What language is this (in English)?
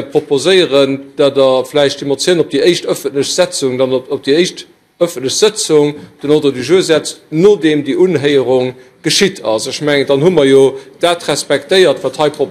Luxembourgish